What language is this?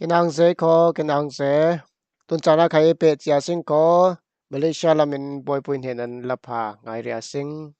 Falam Chin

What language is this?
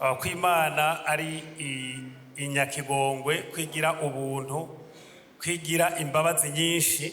Rundi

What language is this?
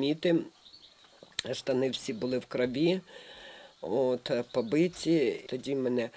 Ukrainian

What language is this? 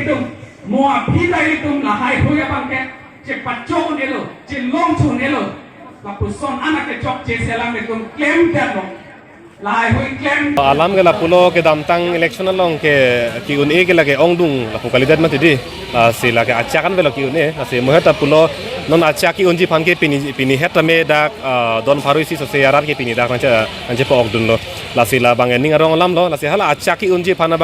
Karbi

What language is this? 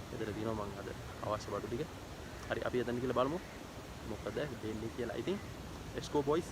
Sinhala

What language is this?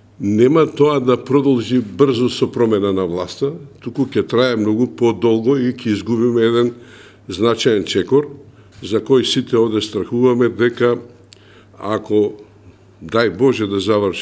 Macedonian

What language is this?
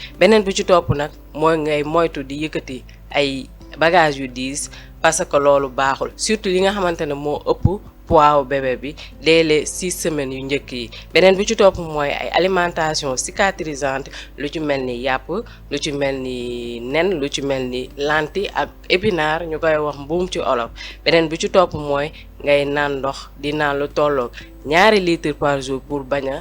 Wolof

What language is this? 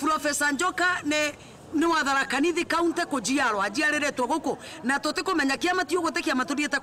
Meru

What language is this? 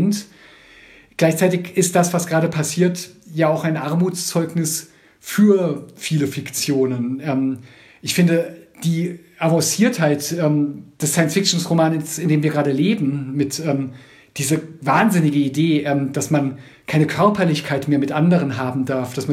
German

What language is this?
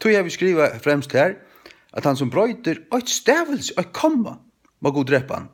Faroese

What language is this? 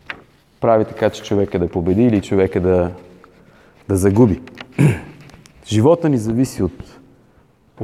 Bulgarian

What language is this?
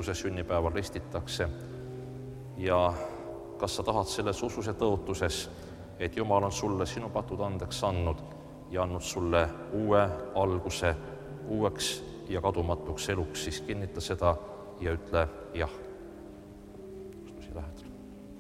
Estonian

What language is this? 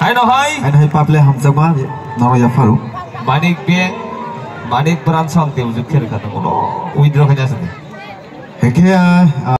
Kok Borok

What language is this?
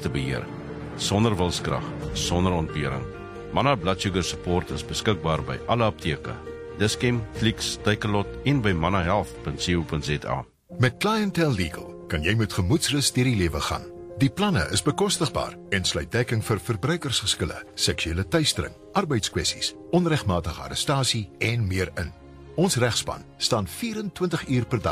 Afrikaans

